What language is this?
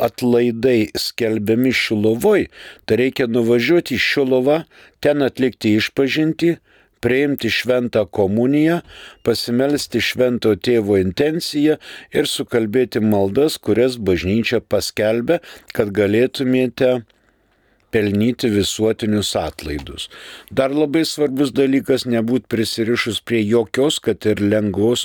Lithuanian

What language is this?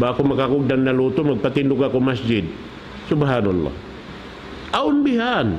Tausug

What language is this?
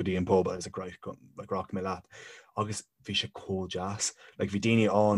Irish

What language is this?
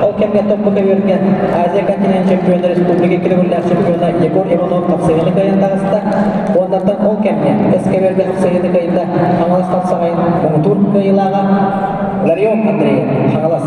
Yakut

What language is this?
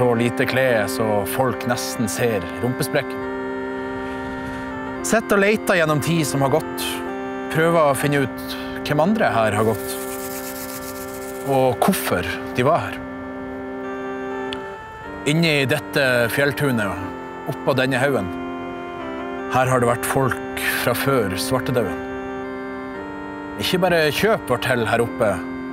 Norwegian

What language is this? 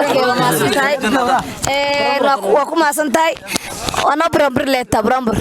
Somali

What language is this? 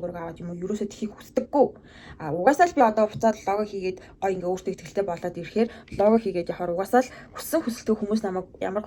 Mongolian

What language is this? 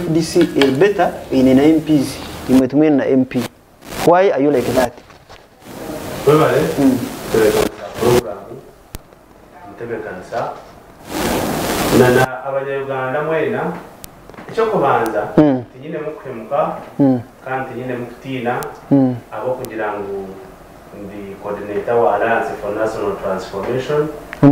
Kinyarwanda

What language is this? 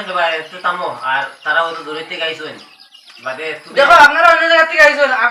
Sylheti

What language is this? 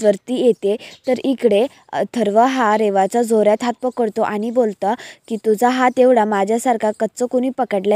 Marathi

